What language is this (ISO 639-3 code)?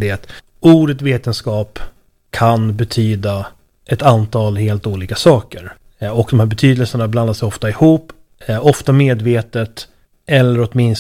swe